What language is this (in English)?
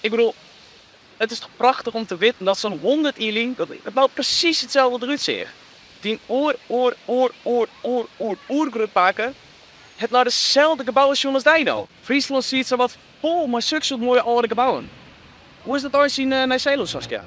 Western Frisian